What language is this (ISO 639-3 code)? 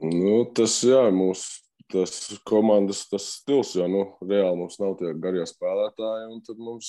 lav